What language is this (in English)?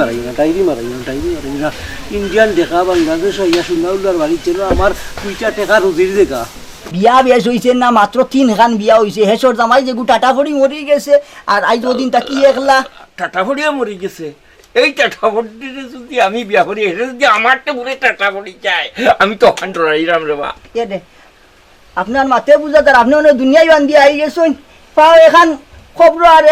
Sylheti